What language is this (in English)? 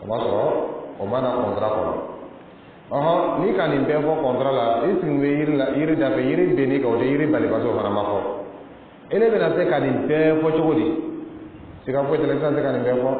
Dyula